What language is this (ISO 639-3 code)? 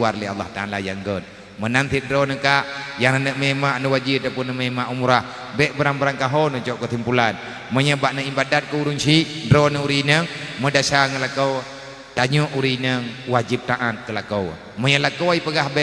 ace